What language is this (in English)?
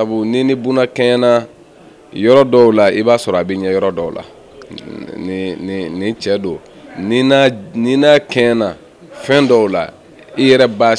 Bambara